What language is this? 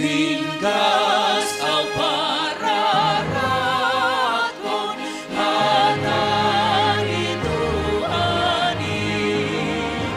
Batak Simalungun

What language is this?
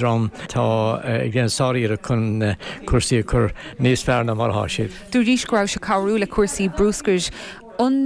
Irish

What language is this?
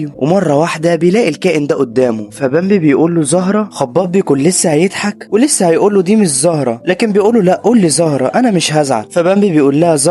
Egyptian Arabic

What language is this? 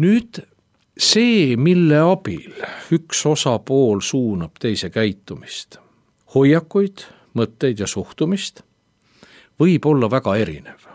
Estonian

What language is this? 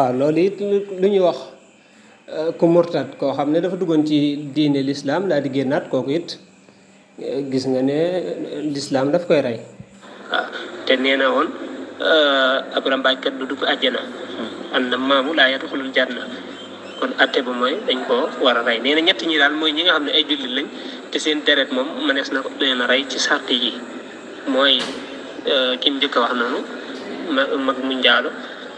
Wolof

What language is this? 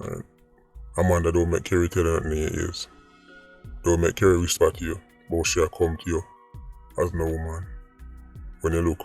Jamaican Creole English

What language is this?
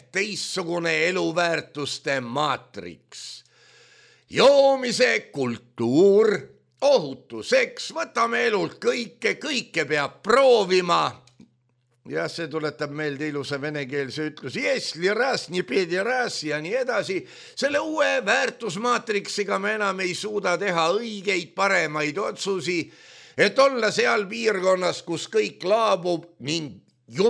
Estonian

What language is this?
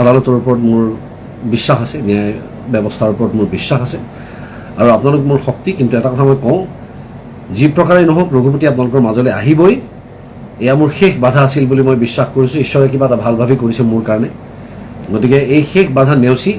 Assamese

